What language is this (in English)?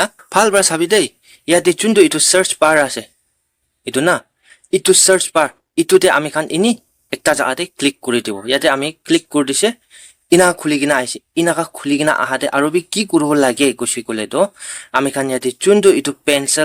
Naga Pidgin